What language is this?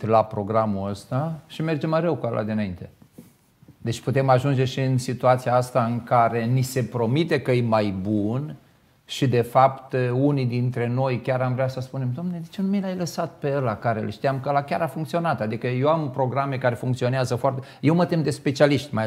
Romanian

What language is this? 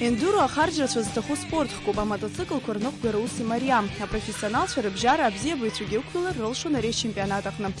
Abkhazian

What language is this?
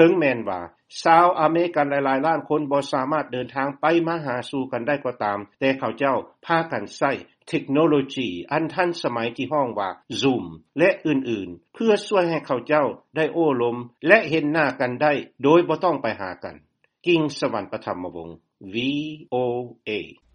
Lao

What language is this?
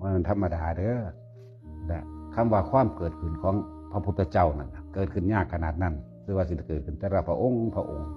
Northeastern Thai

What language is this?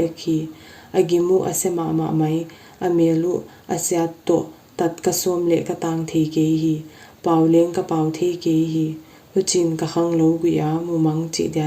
Paite Chin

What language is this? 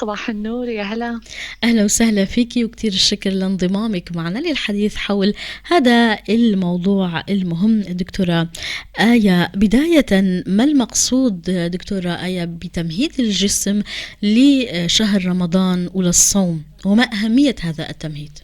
North Levantine Arabic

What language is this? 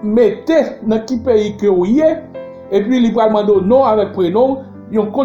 Haitian Creole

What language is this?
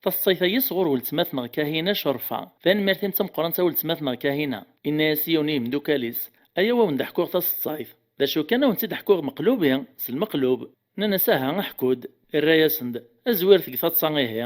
Kabyle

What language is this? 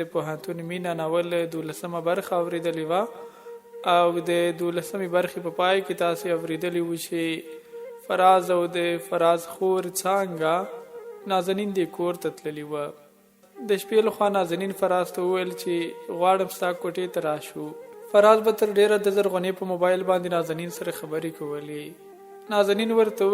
Pashto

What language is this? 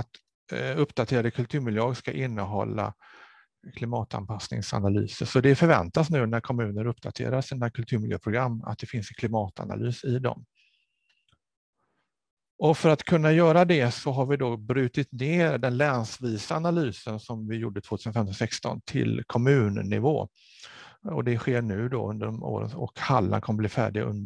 Swedish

